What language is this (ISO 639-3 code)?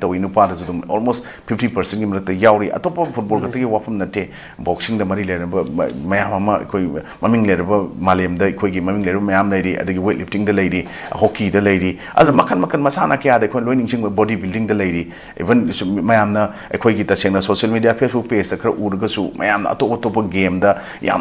mni